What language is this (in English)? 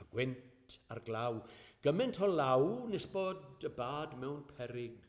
Welsh